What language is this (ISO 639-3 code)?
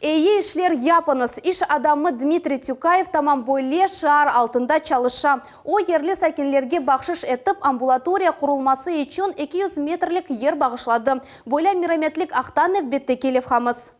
crh